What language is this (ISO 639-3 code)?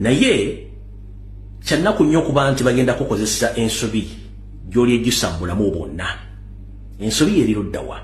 lug